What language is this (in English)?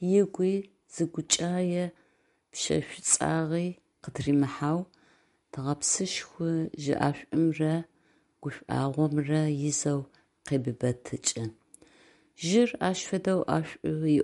Adyghe